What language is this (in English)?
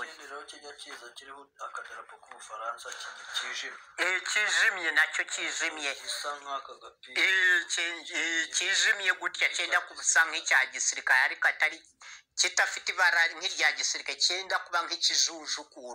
Kinyarwanda